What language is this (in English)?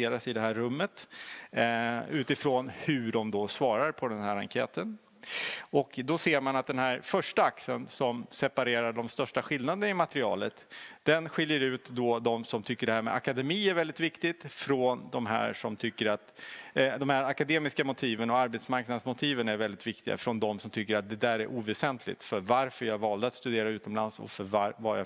Swedish